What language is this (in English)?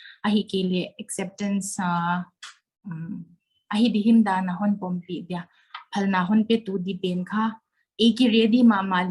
Paite Chin